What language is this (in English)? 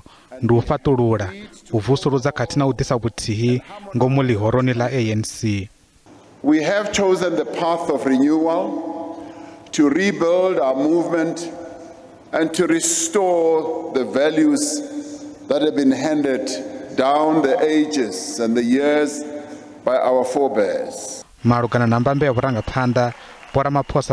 Venda